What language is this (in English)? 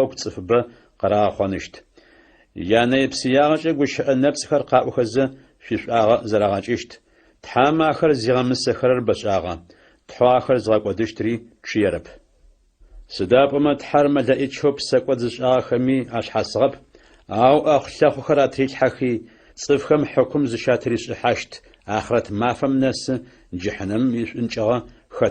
Adyghe